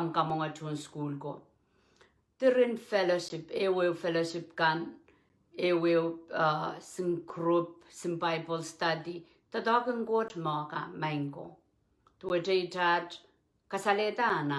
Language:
Pohnpeian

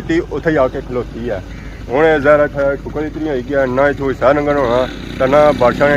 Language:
Pahari-Potwari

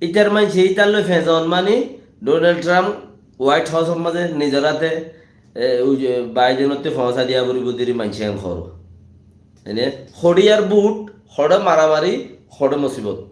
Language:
Rohingya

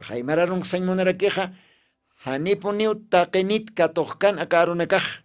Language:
Aymara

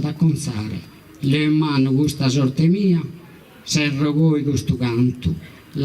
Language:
Sardinian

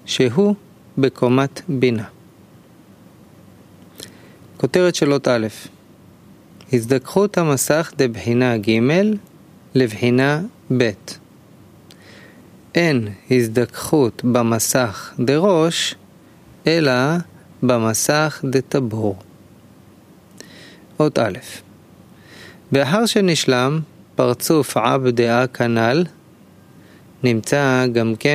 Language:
Hebrew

